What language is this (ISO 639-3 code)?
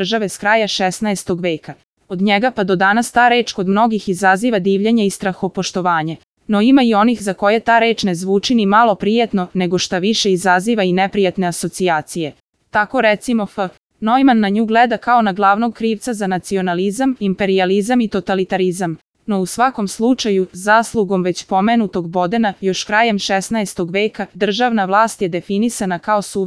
srp